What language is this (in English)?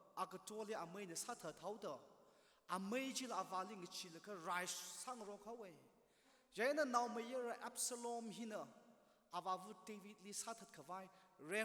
Tangkhul Naga (India)